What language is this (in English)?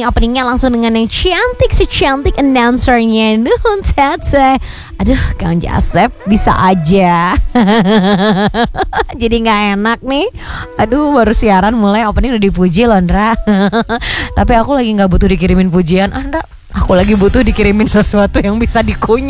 Indonesian